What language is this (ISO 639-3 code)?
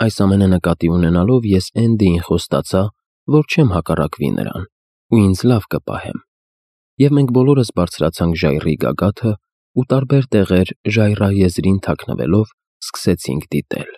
hye